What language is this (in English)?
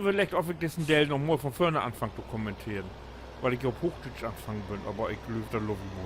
Low German